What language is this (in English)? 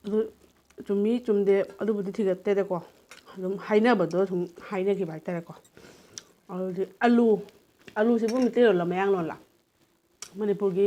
Manipuri